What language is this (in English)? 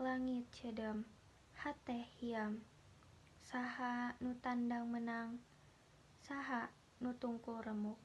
Sundanese